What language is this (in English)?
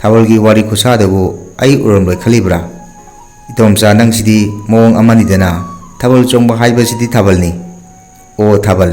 Manipuri